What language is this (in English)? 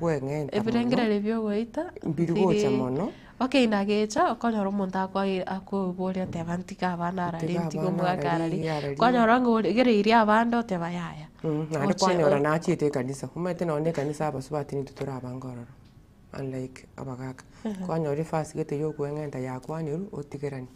Gusii